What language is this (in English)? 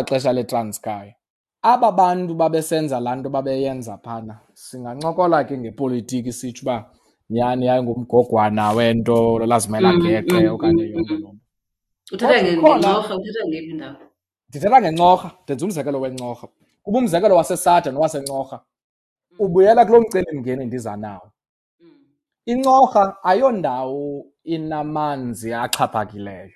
Xhosa